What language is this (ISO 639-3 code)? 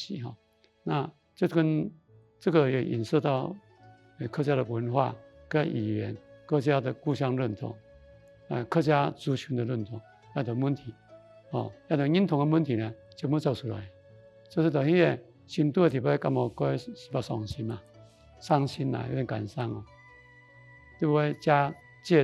hak